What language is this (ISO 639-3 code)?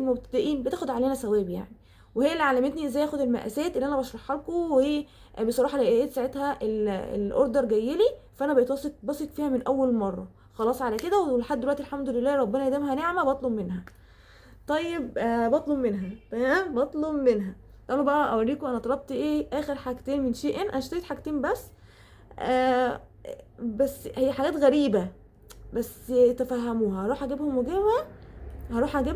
arz